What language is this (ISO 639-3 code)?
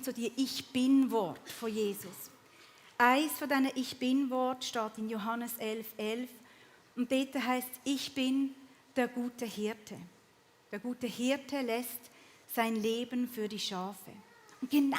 gsw